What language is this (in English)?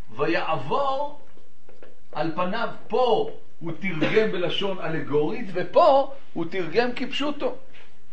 Hebrew